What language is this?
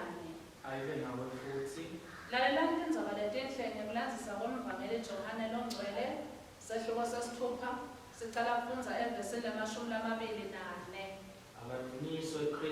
Swati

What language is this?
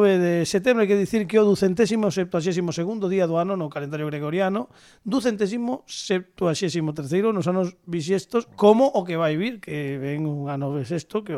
Galician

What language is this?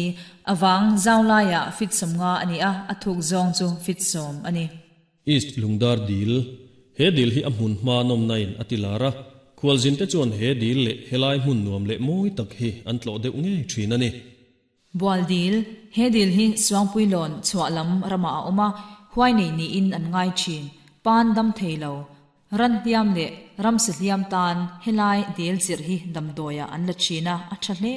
Mizo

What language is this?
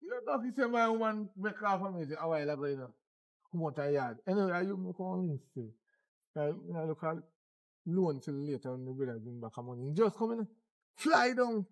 Jamaican Creole English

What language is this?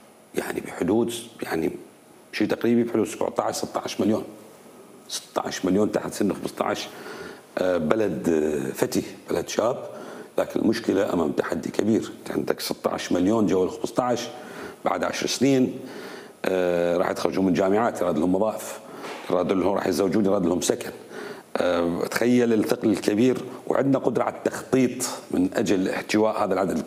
Mesopotamian Arabic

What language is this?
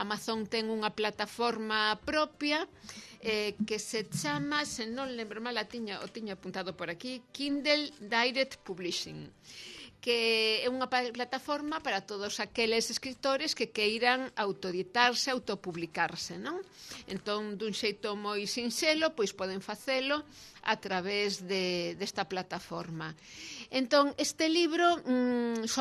Galician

